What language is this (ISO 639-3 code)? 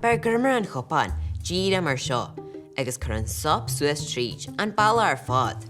gle